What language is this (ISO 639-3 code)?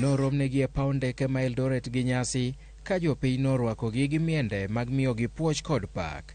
luo